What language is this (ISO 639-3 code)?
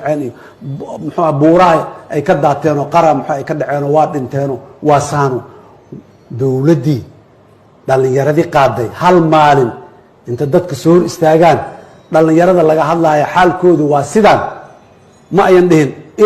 som